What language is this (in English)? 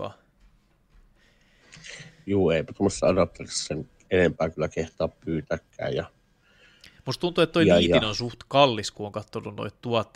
Finnish